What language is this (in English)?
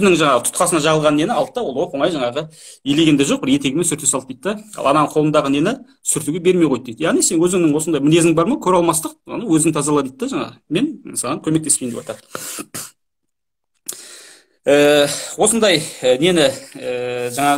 Kazakh